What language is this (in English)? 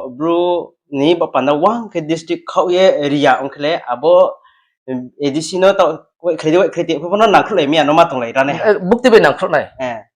Riang (India)